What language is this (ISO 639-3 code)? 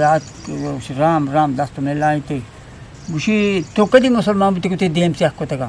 bgp